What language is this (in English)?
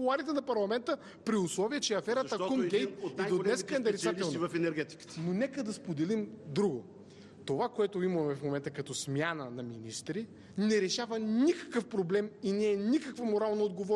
Bulgarian